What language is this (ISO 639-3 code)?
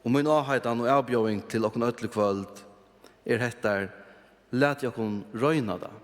fao